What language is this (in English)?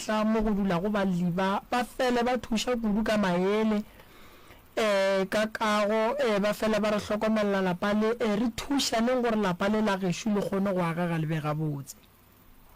Northern Sotho